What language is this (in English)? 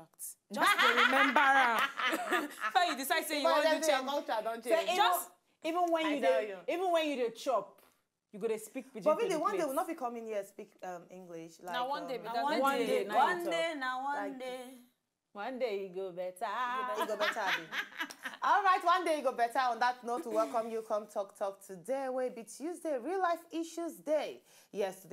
Nigerian Pidgin